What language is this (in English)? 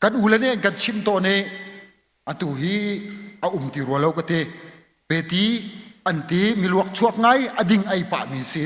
Hakha Chin